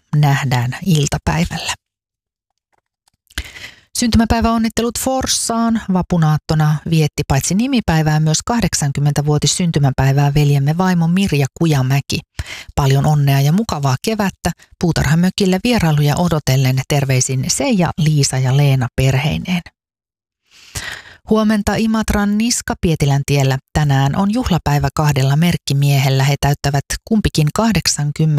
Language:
Finnish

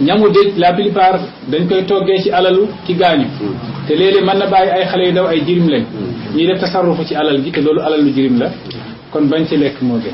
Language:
Wolof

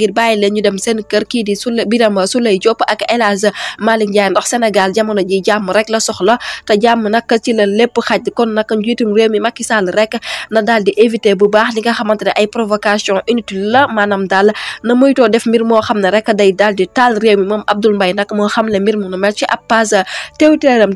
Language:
Wolof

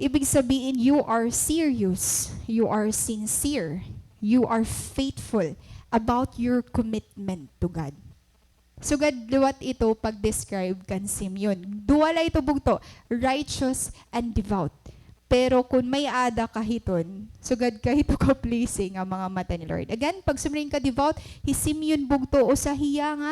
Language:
Waray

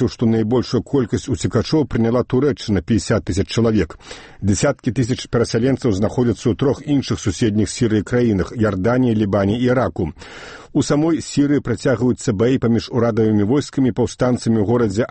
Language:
Belarusian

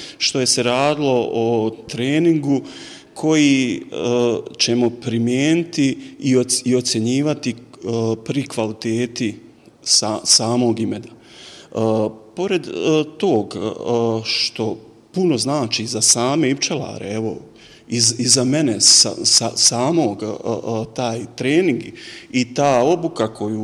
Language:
Bosnian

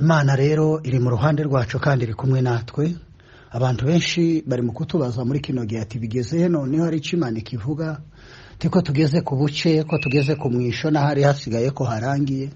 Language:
Kinyarwanda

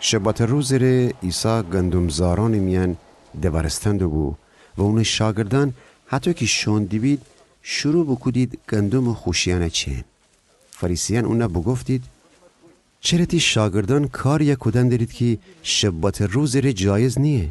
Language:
Gilaki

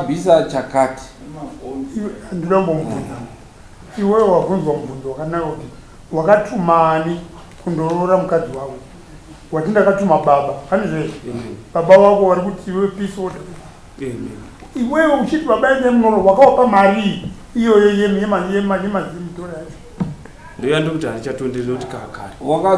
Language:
Shona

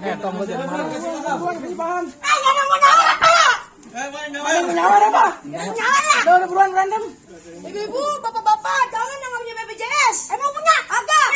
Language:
Betawi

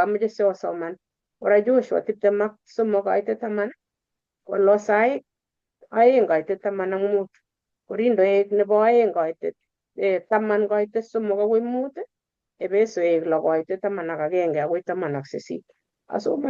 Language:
Kalenjin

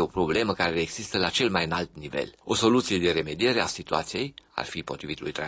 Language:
Romanian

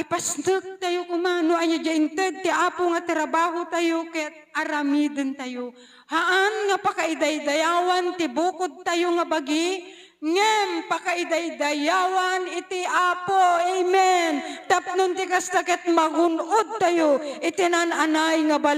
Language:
Iloko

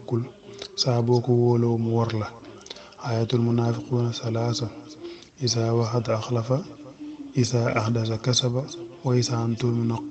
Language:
Wolof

